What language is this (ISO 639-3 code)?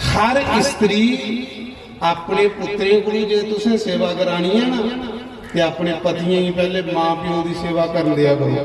doi